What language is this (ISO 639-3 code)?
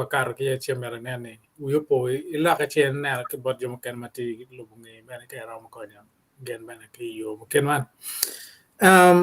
ach